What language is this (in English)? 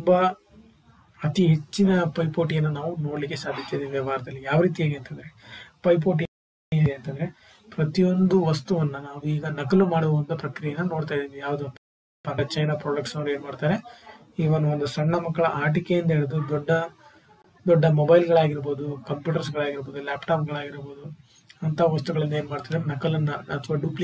Kannada